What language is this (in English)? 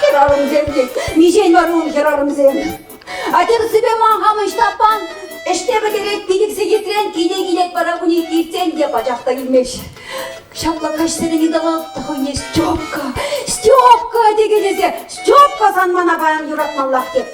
Chuvash